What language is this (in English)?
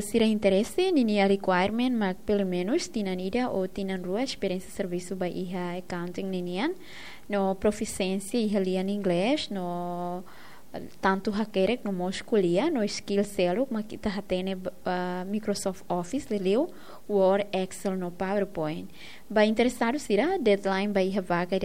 Tetum